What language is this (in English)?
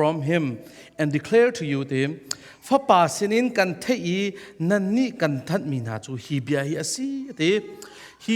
Hakha Chin